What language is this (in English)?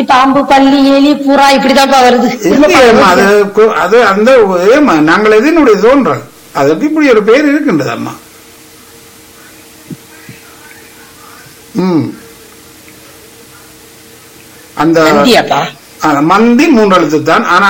Tamil